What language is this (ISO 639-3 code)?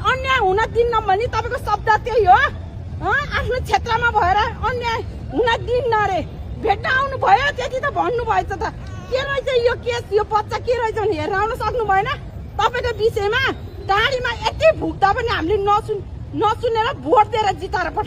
nep